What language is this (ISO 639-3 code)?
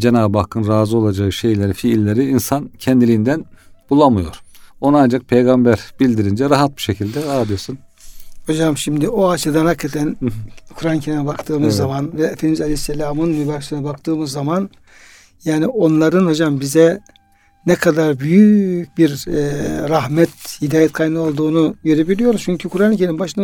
tur